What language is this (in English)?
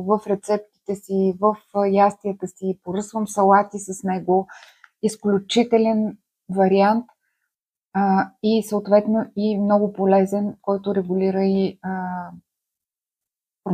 Bulgarian